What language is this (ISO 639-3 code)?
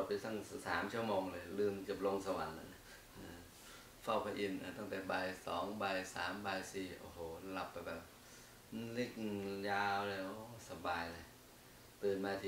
tha